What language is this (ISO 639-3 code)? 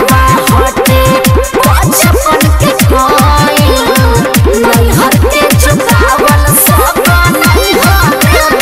bho